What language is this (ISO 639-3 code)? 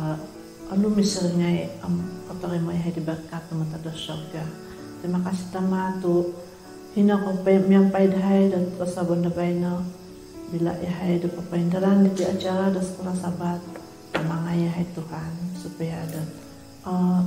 dtp